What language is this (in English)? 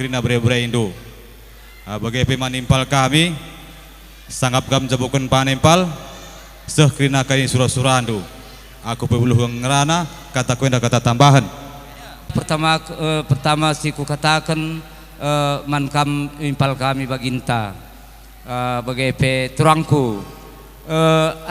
Batak Karo